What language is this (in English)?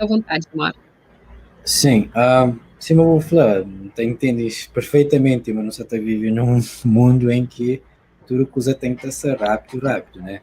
Kabuverdianu